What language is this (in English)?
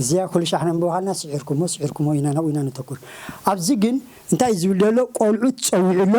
Tigrinya